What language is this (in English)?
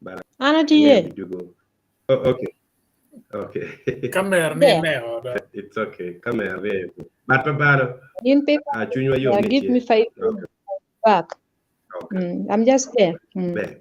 Acoli